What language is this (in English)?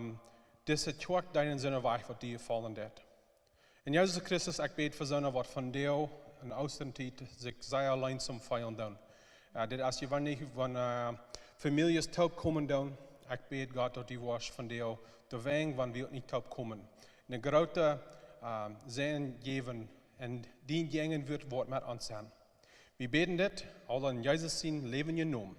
Plautdietsch